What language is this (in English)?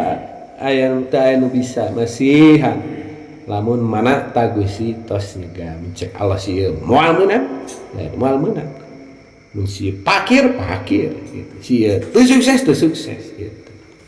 Sundanese